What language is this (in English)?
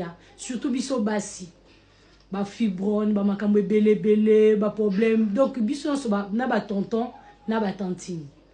Lingala